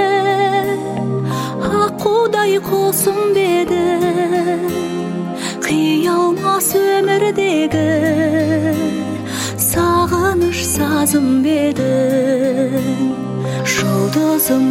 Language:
Kazakh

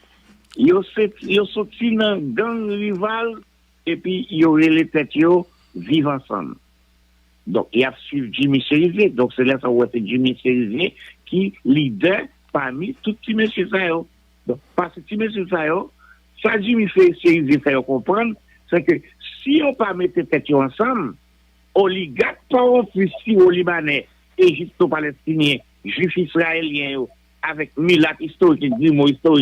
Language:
Haitian Creole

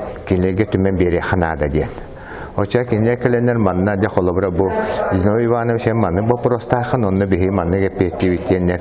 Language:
Yakut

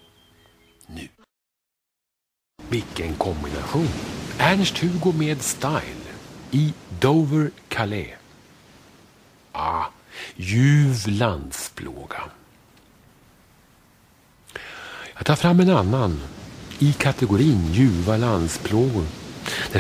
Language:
Swedish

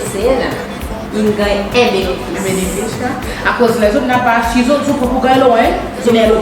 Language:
Seselwa Creole French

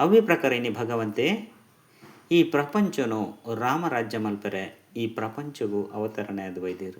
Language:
Tulu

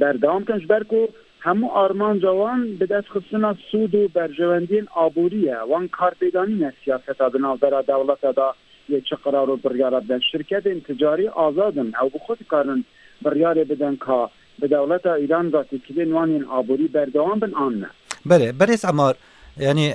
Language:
Kurdish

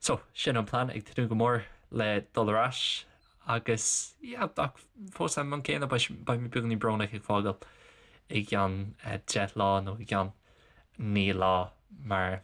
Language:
Irish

